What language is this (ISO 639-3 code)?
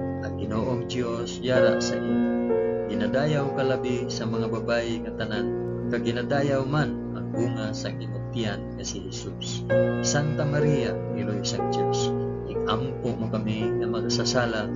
hil